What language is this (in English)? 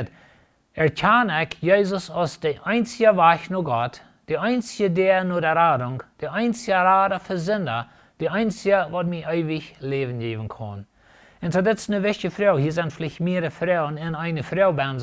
Plautdietsch